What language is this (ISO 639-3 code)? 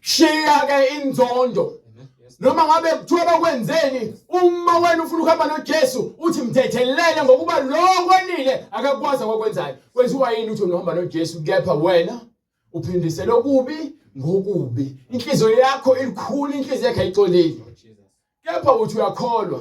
zul